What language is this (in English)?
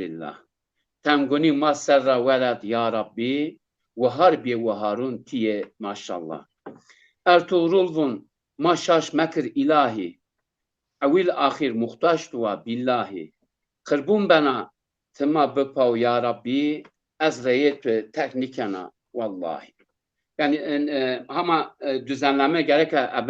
Zaza